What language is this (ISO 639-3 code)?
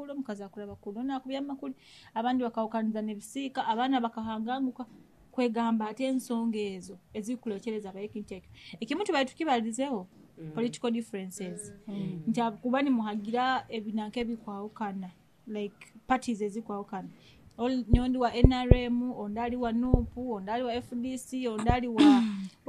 nyo